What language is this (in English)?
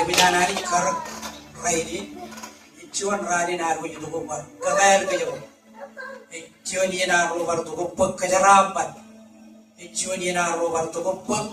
Marshallese